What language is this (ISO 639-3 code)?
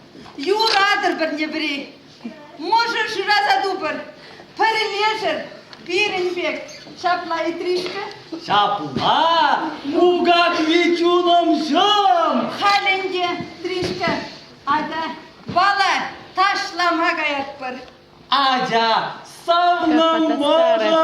chv